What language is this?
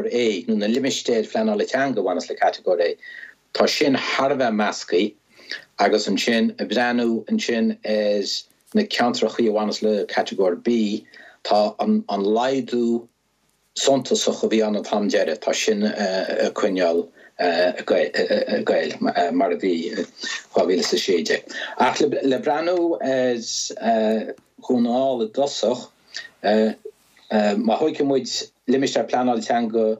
Irish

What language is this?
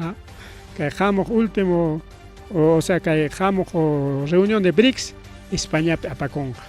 Ayacucho Quechua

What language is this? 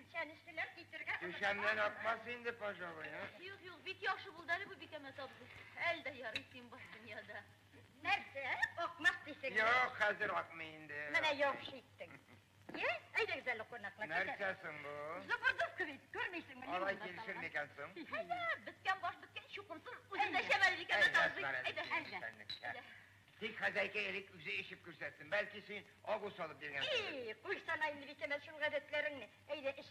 Tatar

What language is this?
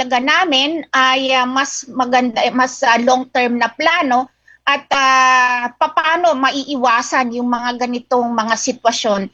Filipino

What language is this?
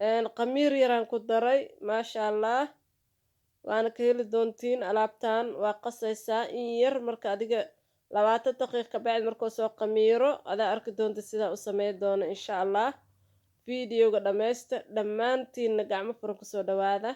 Somali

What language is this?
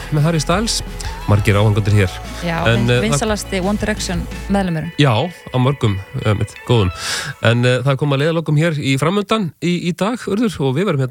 Icelandic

